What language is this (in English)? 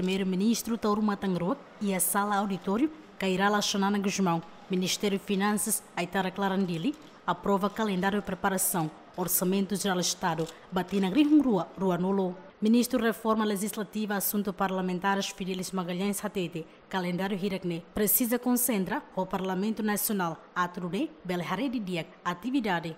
Tetum